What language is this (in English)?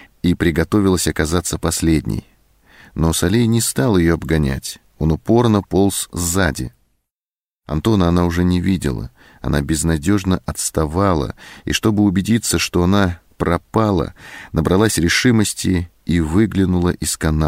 Russian